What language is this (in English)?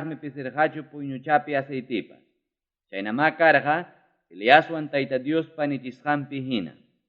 Ayacucho Quechua